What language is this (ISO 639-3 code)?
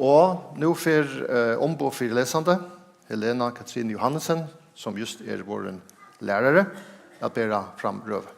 fao